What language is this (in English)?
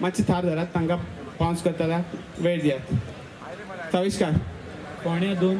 Konkani